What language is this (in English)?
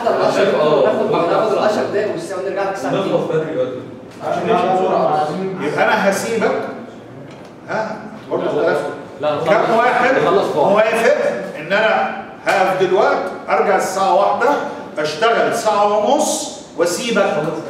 Egyptian Arabic